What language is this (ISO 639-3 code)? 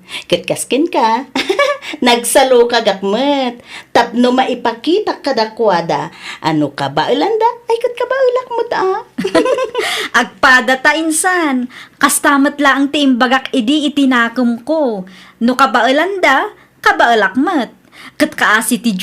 ilo